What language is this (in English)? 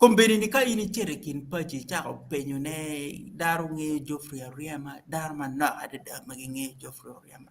Acoli